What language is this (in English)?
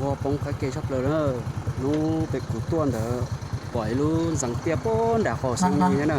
Hmong